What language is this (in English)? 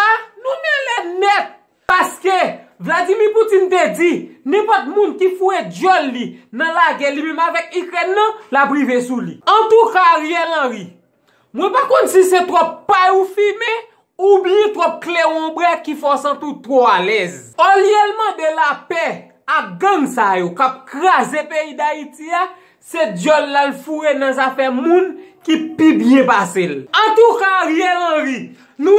Haitian Creole